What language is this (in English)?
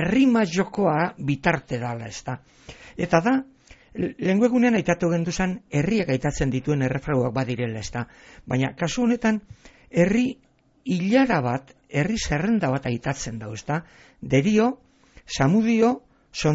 Basque